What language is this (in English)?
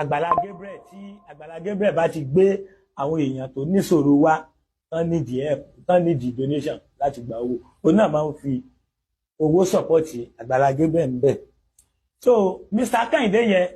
Yoruba